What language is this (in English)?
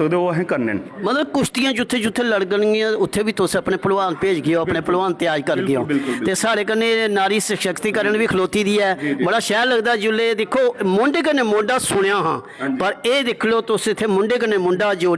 Dogri